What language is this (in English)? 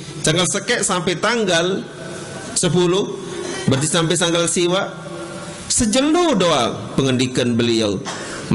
Sasak